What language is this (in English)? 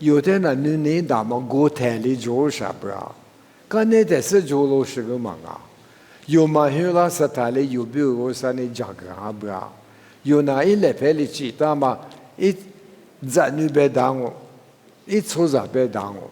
Lisu